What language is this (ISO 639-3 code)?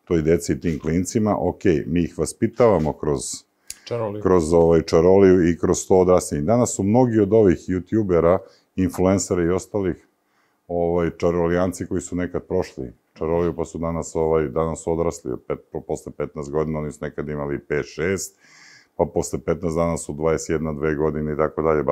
srp